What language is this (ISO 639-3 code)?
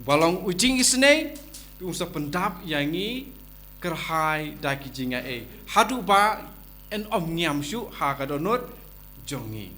kha